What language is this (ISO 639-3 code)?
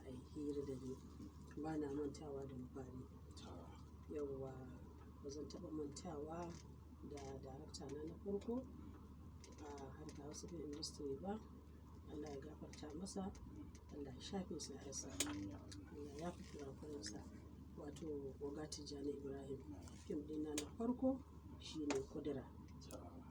hau